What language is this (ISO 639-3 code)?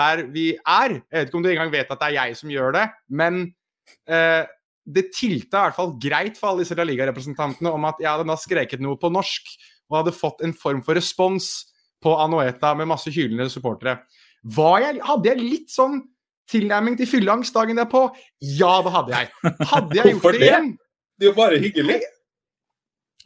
nor